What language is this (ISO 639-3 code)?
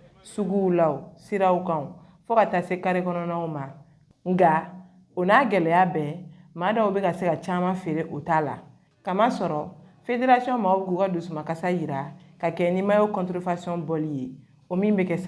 bam